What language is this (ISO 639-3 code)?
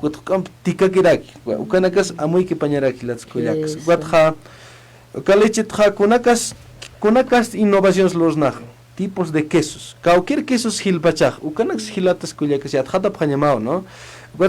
aym